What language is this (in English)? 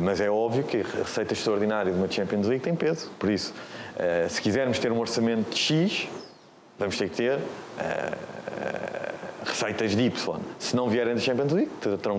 Portuguese